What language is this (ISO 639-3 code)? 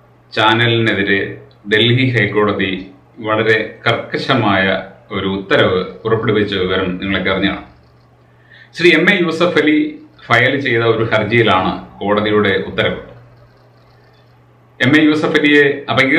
mal